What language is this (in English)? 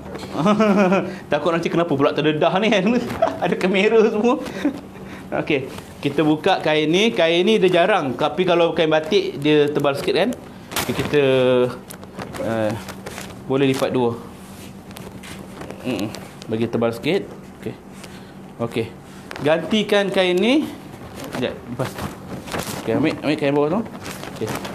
Malay